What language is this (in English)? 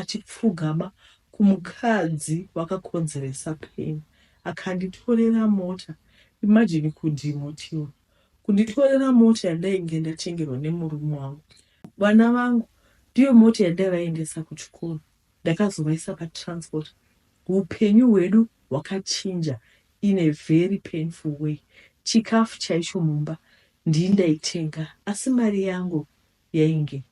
Shona